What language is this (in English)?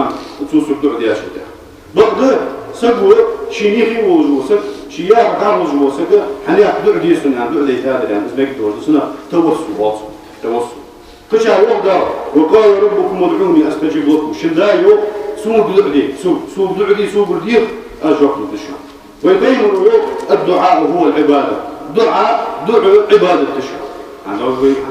Ingush